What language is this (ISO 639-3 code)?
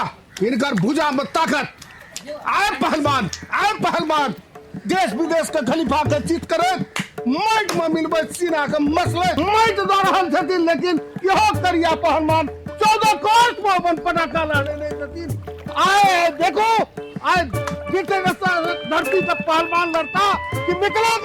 mai